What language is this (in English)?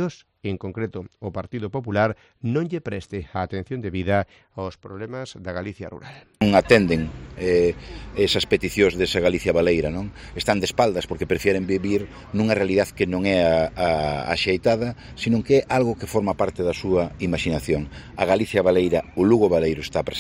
Galician